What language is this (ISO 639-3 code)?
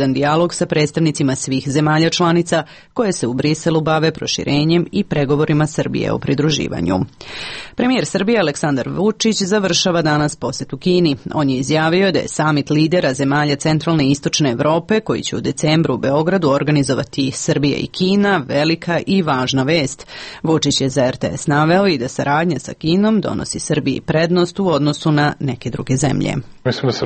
srp